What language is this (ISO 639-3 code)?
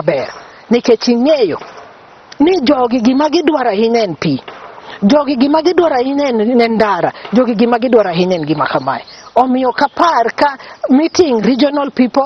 luo